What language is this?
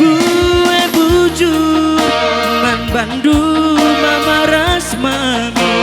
Batak Karo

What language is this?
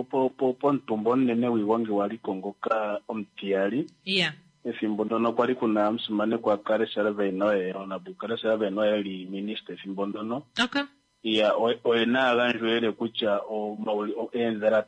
Kuanyama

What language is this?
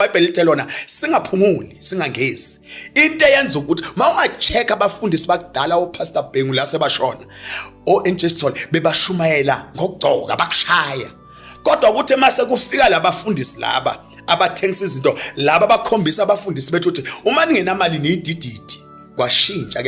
Zulu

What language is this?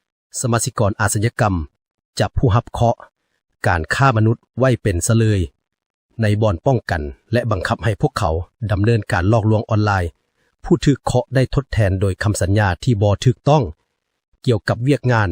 Lao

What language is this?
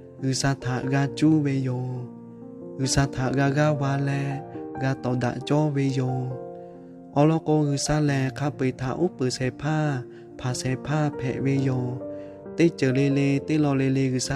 Lahu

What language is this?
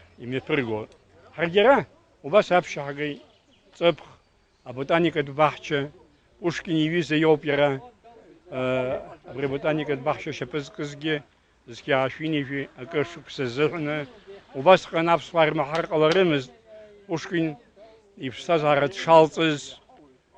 Abkhazian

